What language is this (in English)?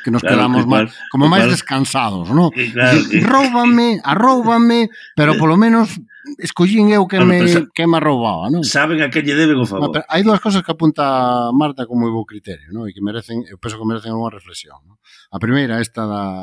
Galician